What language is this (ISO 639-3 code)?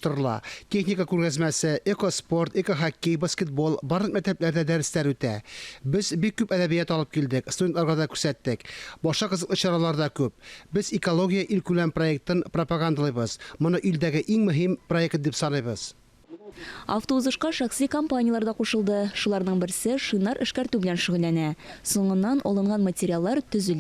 tat